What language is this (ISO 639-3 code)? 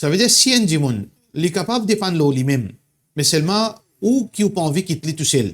mfe